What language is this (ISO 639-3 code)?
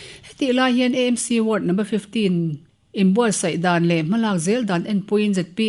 lus